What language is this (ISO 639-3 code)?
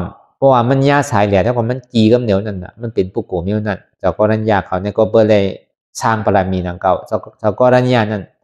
shn